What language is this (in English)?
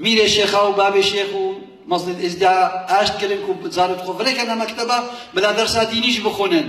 Kurdish